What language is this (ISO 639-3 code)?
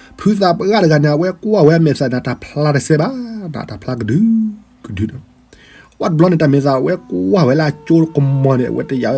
ksw